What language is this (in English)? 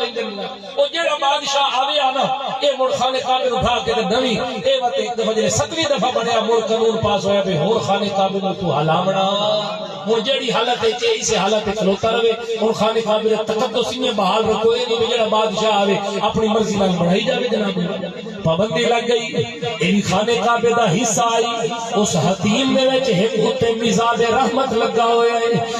Saraiki